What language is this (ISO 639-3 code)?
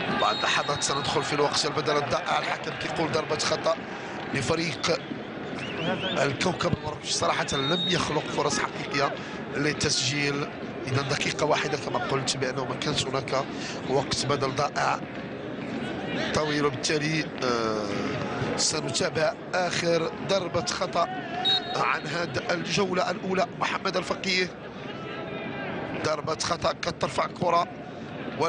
ara